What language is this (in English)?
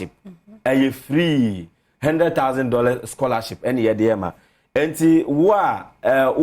Akan